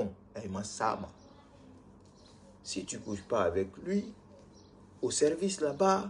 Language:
French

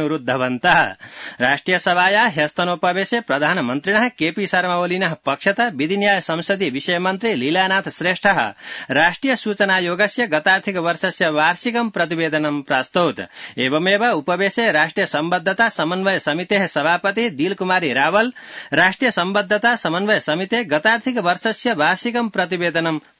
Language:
Sanskrit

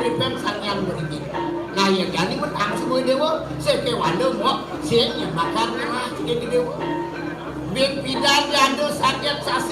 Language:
Balinese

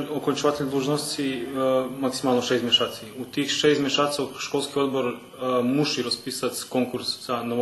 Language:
Rusyn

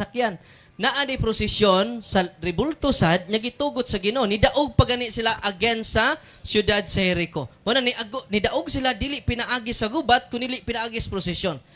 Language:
Cebuano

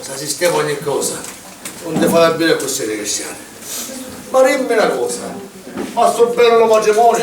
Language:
Sicilian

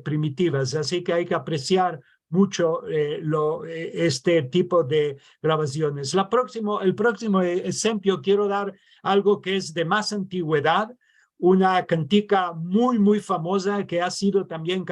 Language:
Ladino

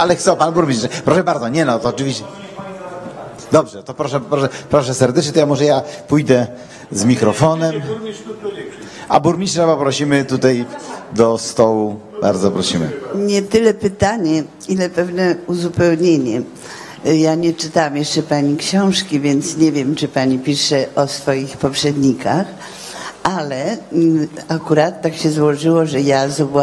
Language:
Polish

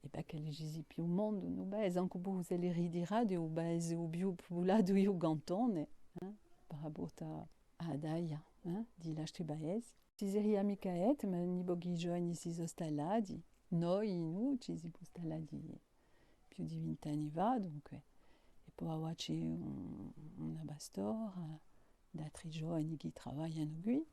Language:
Corsican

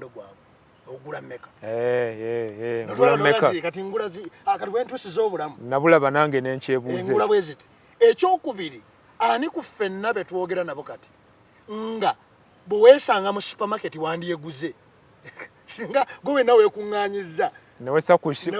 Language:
Ganda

